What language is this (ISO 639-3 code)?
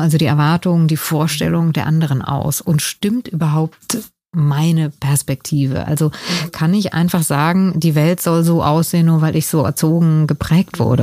deu